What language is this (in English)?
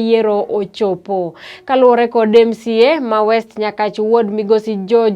Luo (Kenya and Tanzania)